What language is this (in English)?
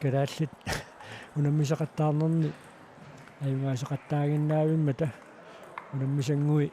Kalaallisut